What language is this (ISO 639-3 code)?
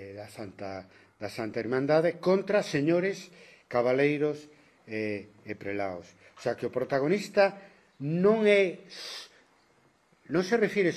glg